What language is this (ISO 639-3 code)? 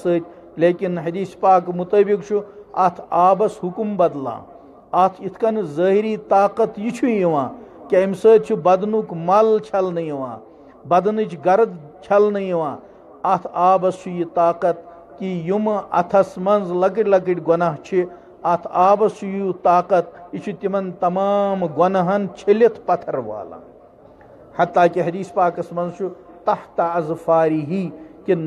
kas